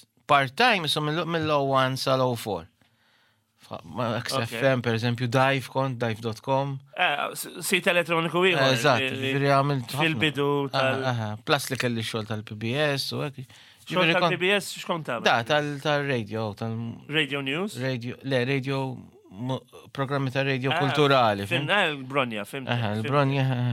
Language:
Maltese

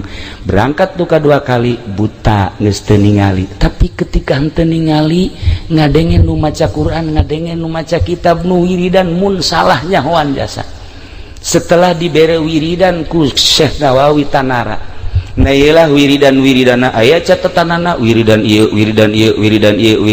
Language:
Sundanese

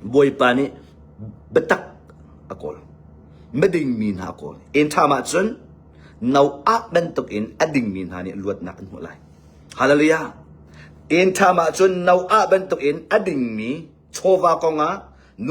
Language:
Hakha Chin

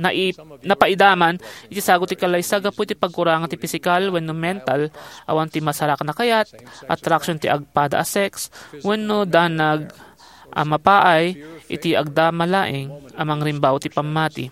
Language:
Iloko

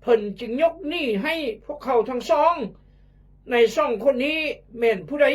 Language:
Khmu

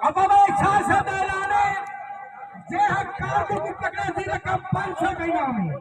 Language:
Saraiki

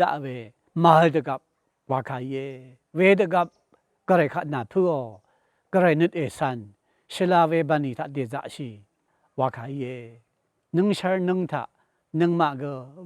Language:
Rawang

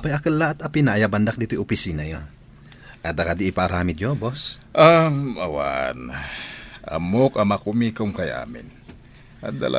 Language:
Iloko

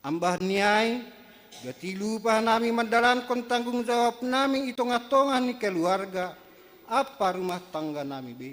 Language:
Batak Simalungun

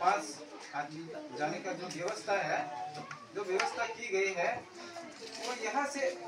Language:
Riang (India)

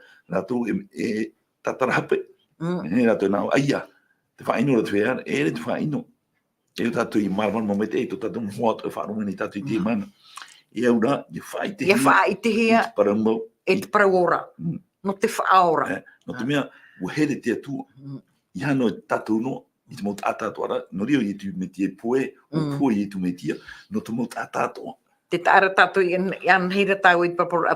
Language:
Tahitian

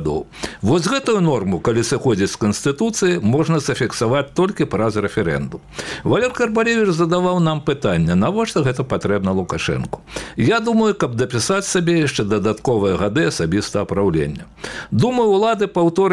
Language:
Belarusian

